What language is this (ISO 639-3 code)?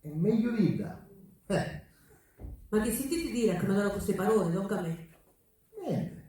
scn